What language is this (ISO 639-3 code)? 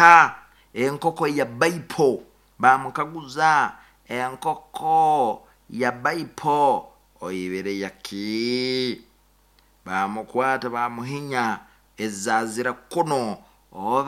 nyn